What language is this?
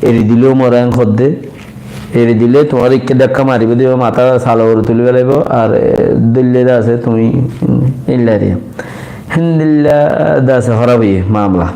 Rohingya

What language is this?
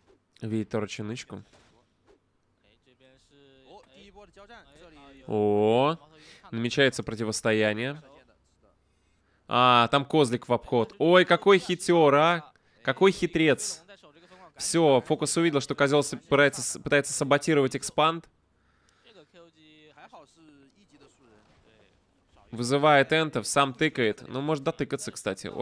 Russian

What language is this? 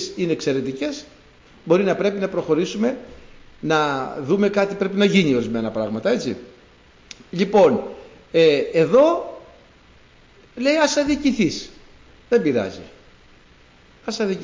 Greek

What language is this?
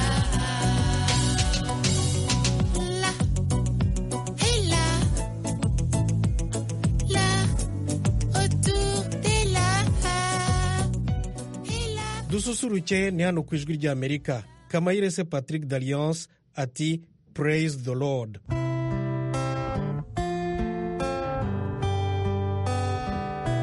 Kinyarwanda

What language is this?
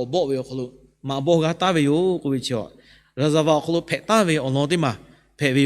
Lahu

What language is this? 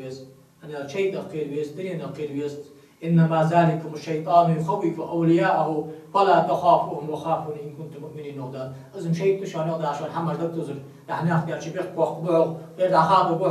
Ingush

